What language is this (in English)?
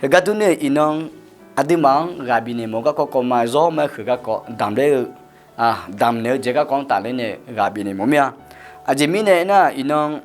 Akha